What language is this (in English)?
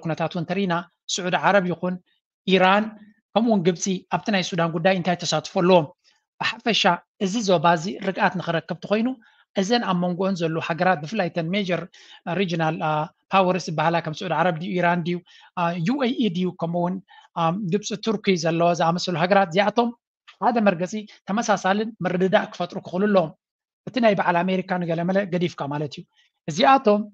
Tigrinya